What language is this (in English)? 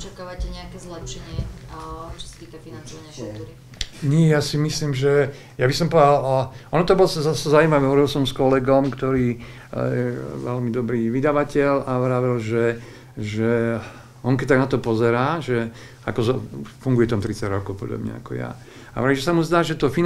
Slovak